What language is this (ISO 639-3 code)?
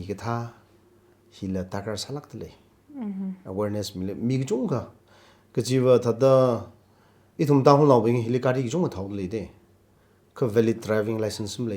nmf